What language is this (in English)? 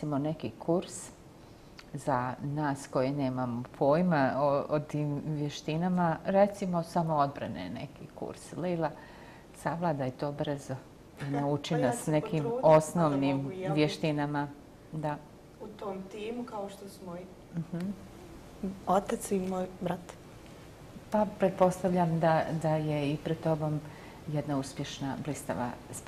Bosnian